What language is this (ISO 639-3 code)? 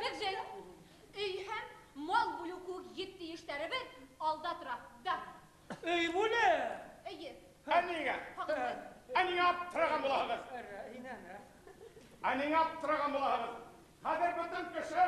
bak